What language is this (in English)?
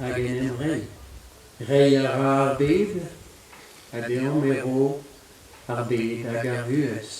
Breton